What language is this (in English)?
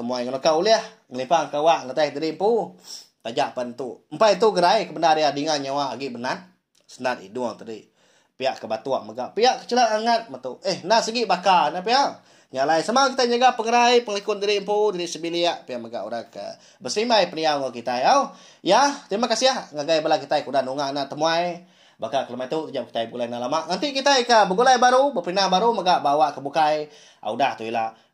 Iban